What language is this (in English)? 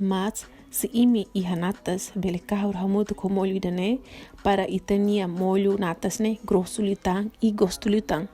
Tetum